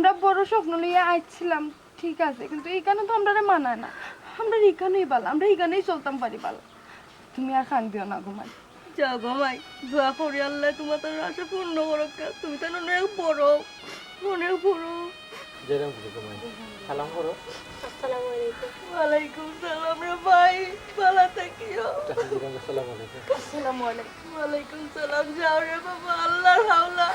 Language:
Sylheti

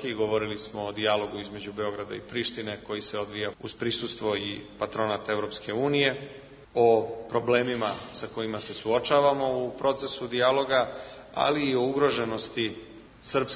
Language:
Serbian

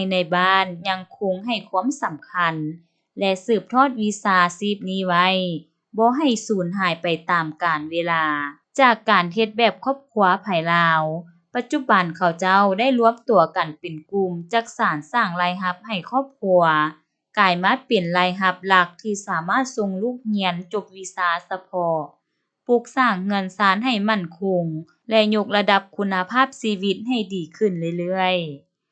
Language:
Lao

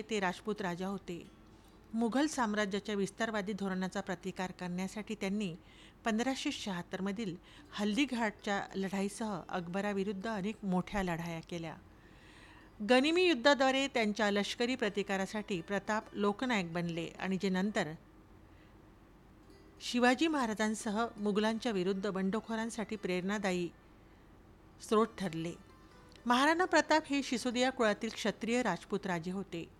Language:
Marathi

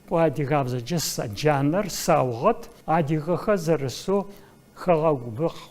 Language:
Adyghe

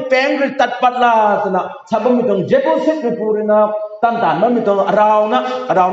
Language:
Rongmei Naga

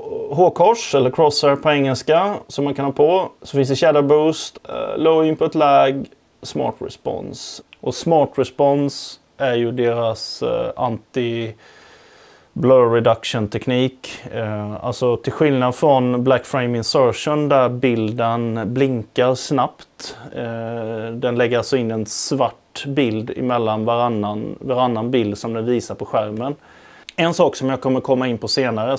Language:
Swedish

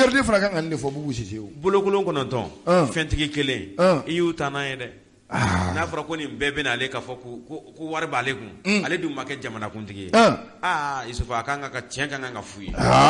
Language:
Bambara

